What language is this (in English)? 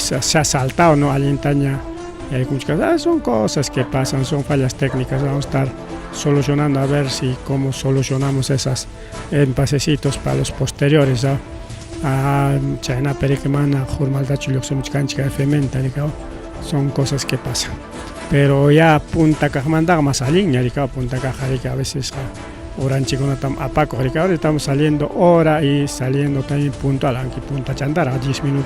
Ayacucho Quechua